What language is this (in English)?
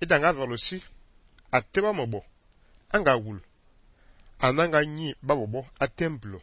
Fang